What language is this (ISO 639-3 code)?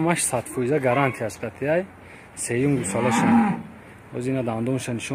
tgk